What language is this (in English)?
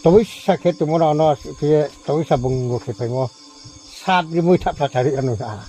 Riang (India)